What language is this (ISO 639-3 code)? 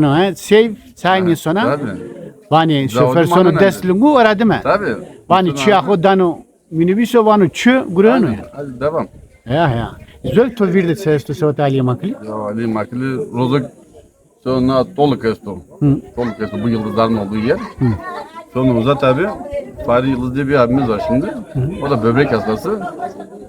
zza